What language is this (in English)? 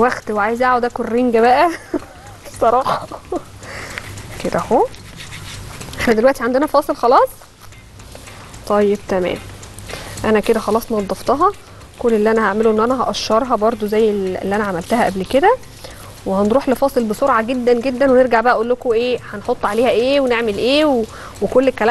Egyptian Arabic